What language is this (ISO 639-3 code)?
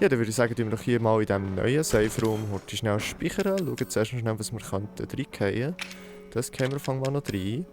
gsw